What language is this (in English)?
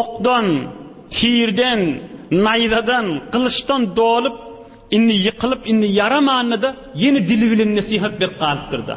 Turkmen